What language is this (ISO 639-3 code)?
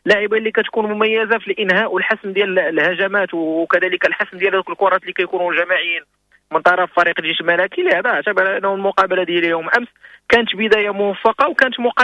ary